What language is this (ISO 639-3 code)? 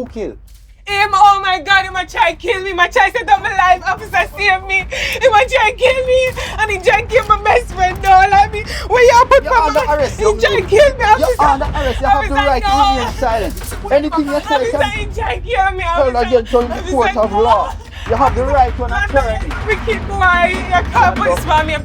jam